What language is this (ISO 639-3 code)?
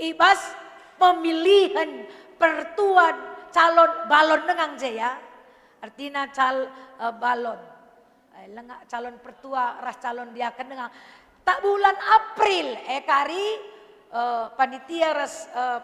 btx